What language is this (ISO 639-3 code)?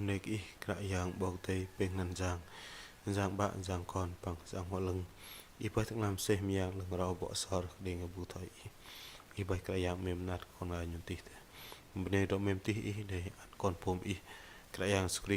bdq